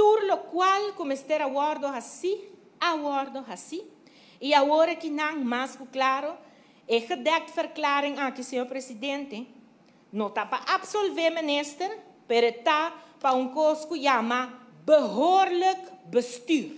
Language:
Papiamento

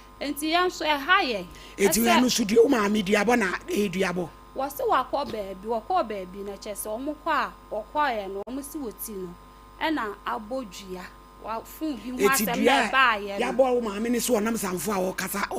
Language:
Akan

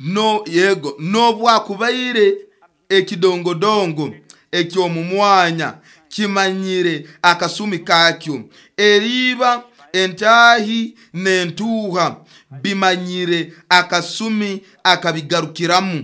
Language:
Nyoro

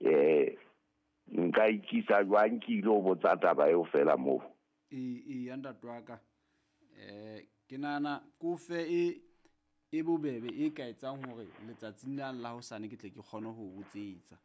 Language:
Southern Sotho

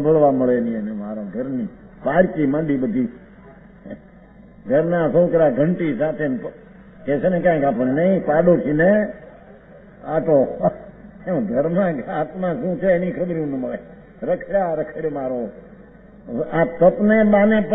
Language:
Gujarati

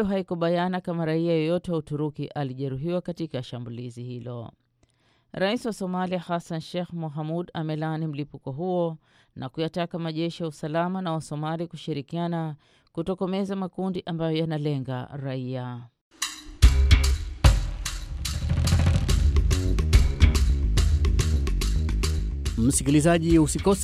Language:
Swahili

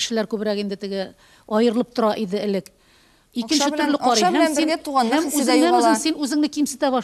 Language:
Tatar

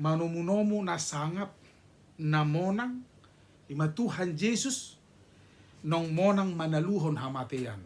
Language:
Batak Toba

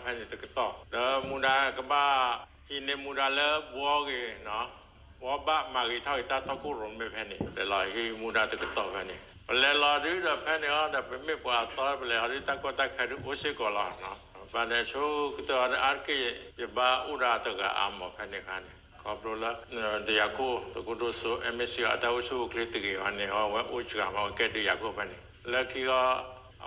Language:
S'gaw Karen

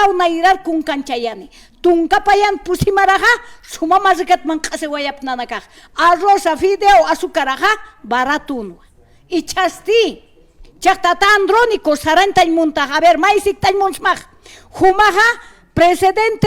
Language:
Aymara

